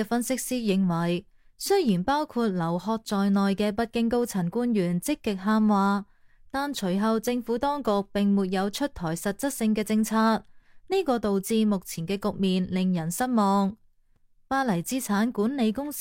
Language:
Cantonese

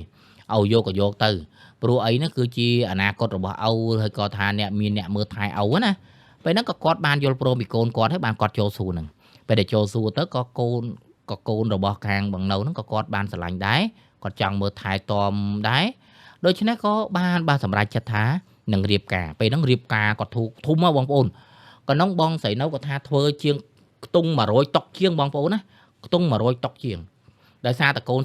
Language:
Khmer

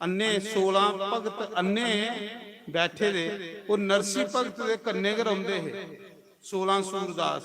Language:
Dogri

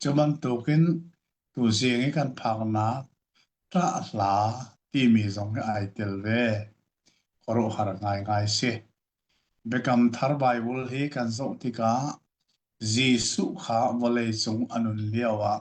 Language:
Hakha Chin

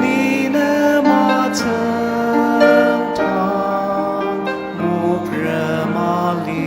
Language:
Ao Naga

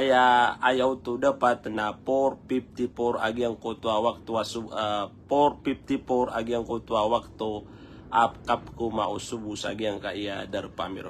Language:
Maranao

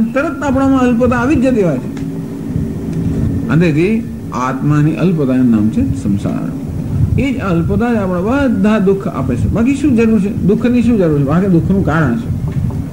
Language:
Gujarati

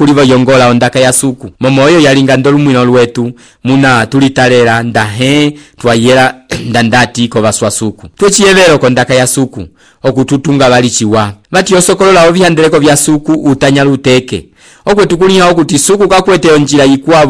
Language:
Umbundu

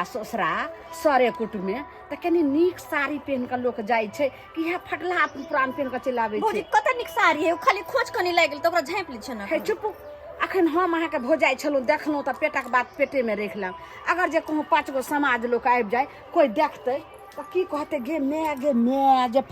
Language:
Maithili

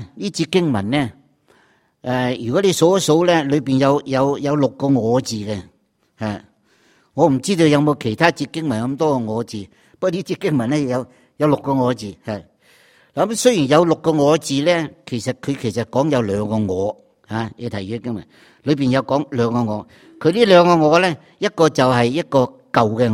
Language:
Cantonese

